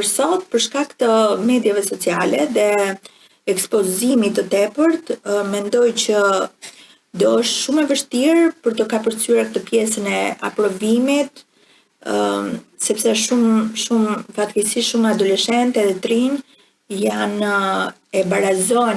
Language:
Albanian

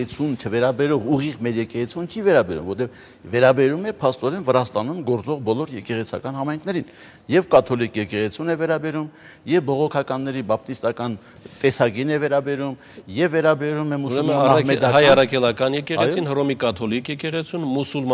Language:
Armenian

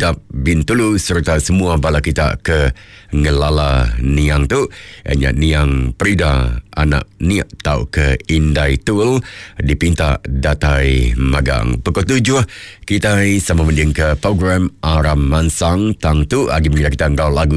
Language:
Iban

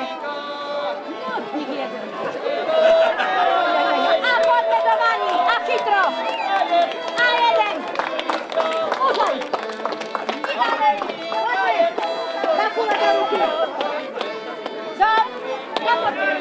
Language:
Slovak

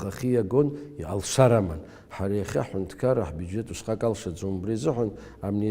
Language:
Abkhazian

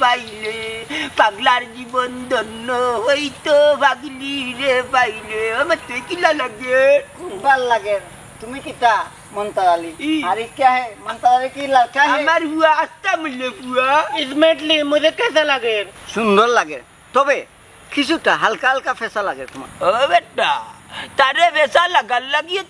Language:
Sylheti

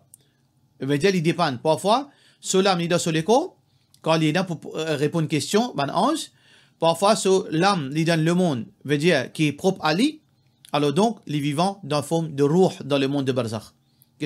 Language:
Morisyen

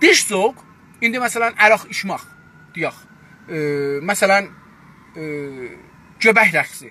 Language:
South Azerbaijani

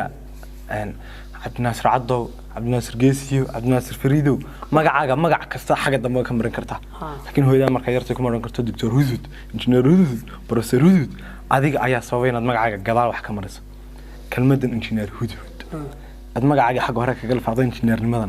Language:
Somali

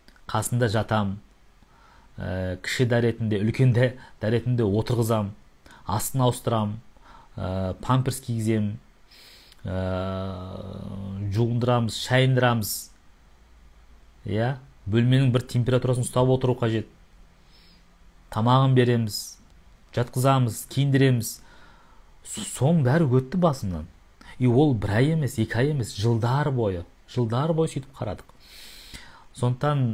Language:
Kazakh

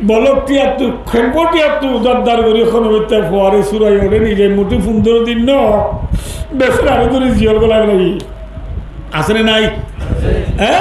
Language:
Rohingya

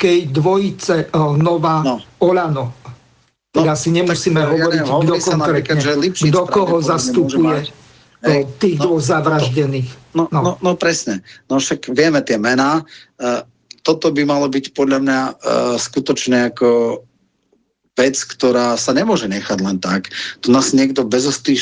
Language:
Slovak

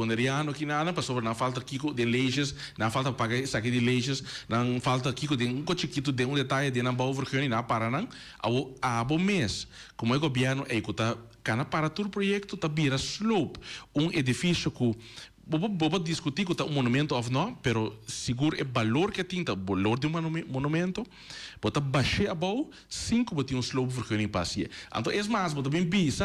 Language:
Papiamento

